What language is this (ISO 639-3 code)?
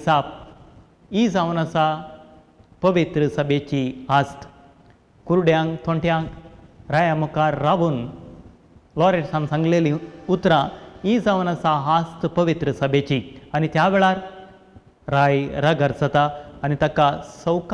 kok